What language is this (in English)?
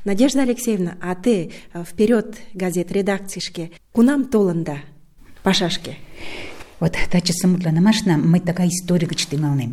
Mari